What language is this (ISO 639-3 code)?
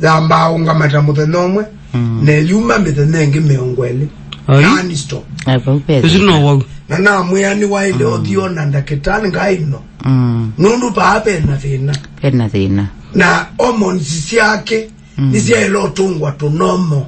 kam